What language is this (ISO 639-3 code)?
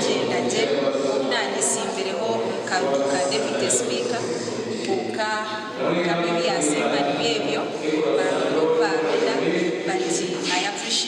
nyn